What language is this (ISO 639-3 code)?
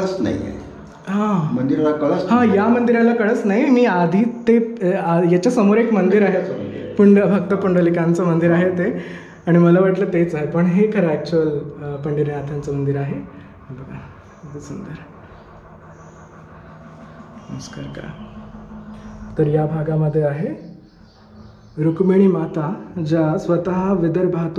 mar